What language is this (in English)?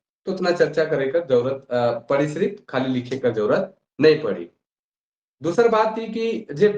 Sadri